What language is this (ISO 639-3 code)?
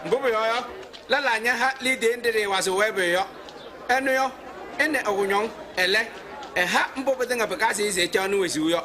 kbp